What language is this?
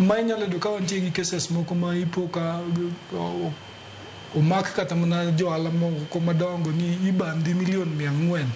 Luo (Kenya and Tanzania)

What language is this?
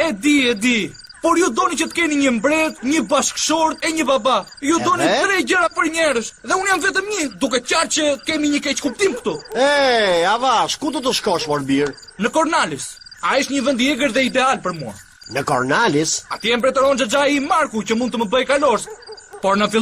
Albanian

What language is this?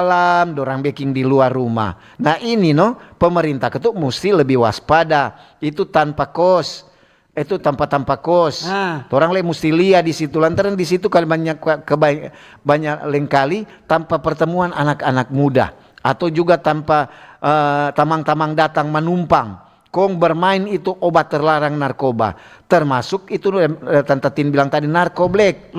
Manado Malay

